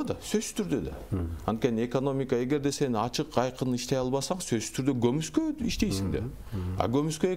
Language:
Kyrgyz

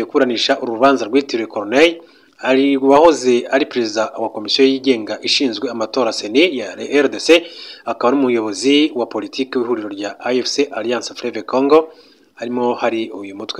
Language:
Kinyarwanda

